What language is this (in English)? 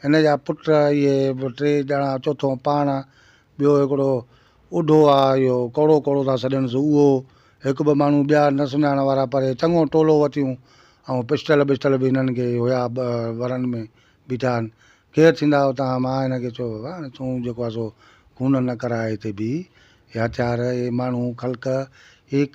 Sindhi